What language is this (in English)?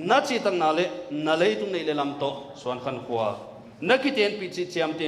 Paite Chin